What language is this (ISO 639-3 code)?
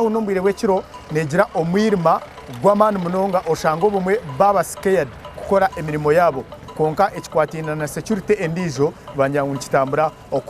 nyn